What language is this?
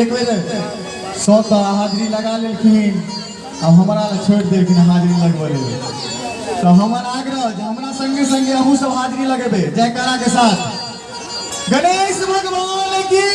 Maithili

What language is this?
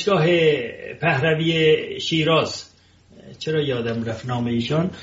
Persian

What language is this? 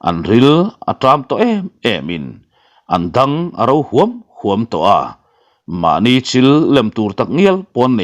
Mizo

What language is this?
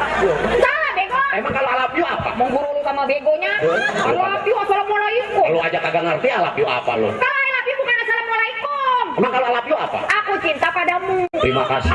Betawi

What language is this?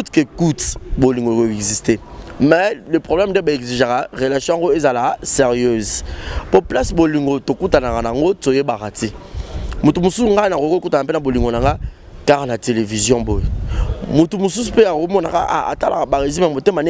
Lingala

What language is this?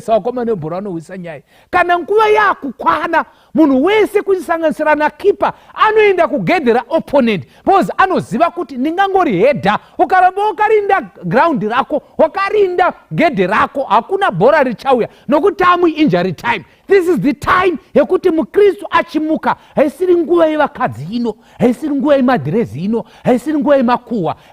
Shona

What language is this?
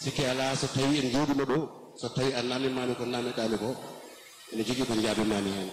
Fula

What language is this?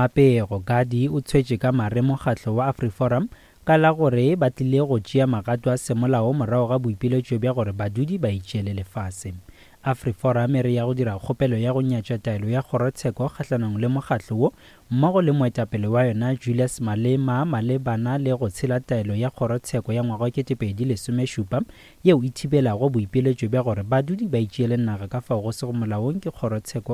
Northern Sotho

